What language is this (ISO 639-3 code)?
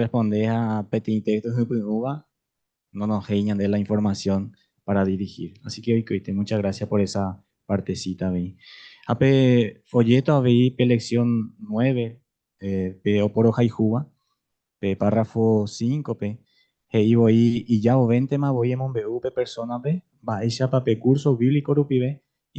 grn